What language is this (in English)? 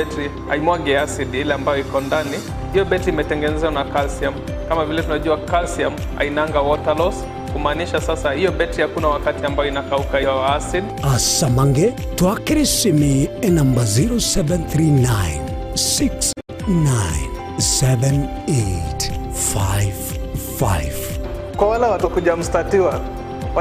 Gusii